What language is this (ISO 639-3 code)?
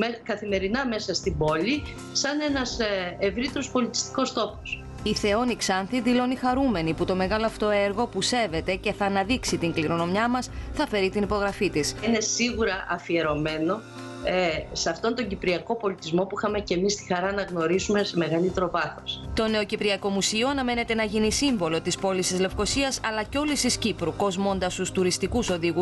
ell